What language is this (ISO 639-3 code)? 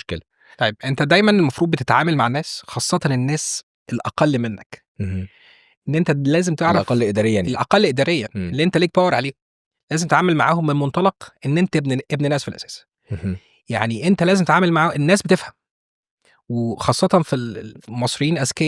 arz